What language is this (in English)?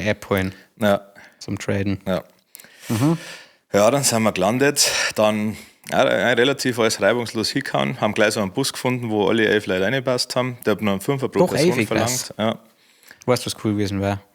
Bavarian